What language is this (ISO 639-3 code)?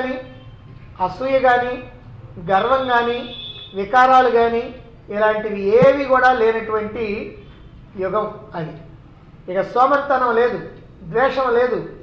tel